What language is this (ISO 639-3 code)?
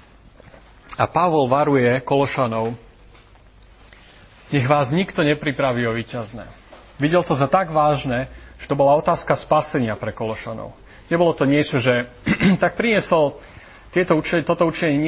slk